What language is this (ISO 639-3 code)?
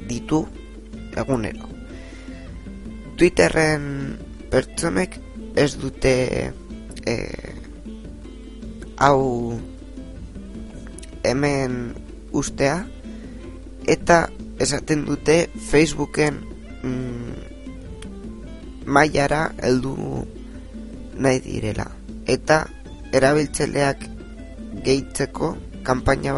eus